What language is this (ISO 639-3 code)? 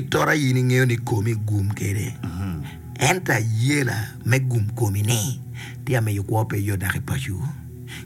ach